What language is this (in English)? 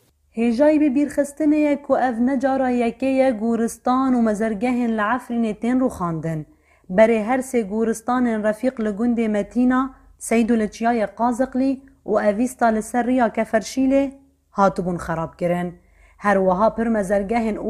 Kurdish